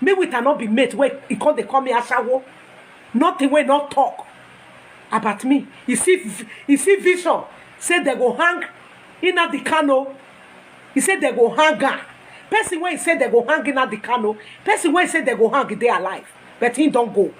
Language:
Nigerian Pidgin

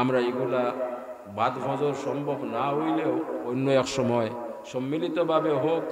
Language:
Sylheti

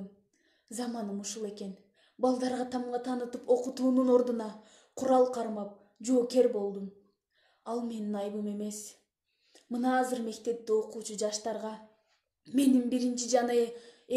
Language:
Kyrgyz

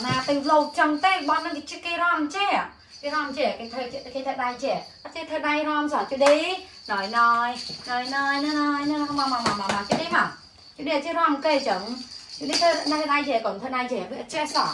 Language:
Khmer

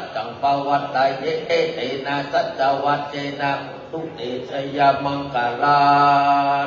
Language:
Pali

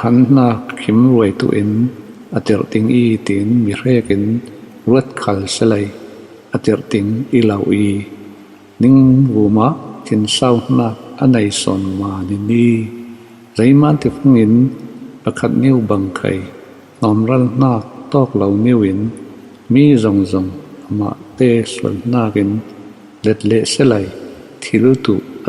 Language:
Falam Chin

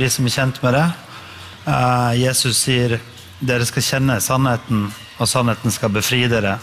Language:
Norwegian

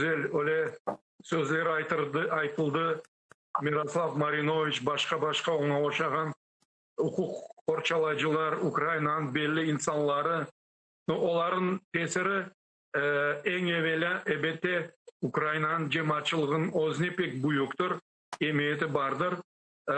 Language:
Crimean Tatar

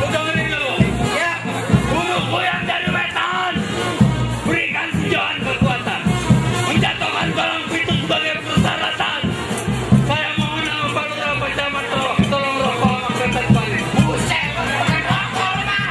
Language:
Betawi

